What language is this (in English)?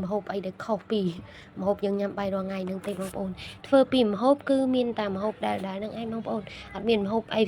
Khmer